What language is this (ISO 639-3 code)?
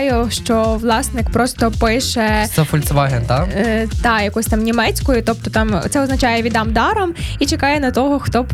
ukr